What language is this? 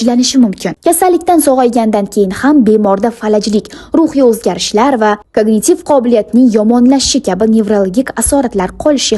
Uzbek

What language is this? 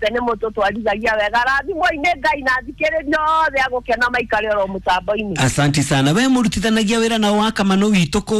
Kikuyu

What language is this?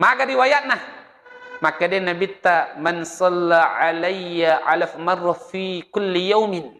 Buginese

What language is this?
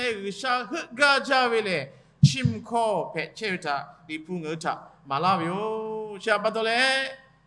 Lahu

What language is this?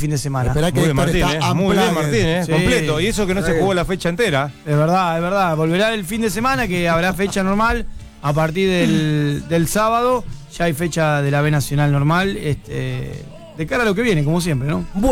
Spanish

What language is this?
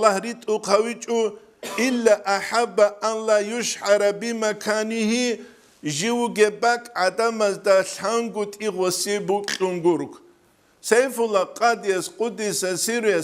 Avaric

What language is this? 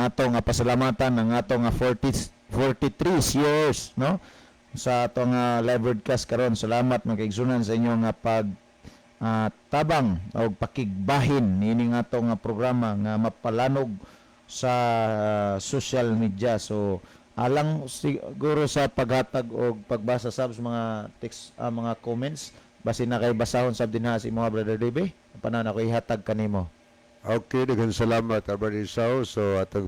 Cebuano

